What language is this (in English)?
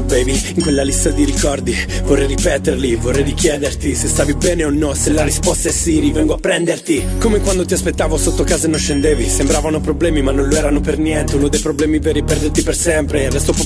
Italian